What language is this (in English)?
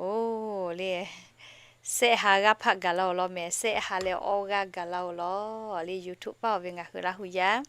Lahu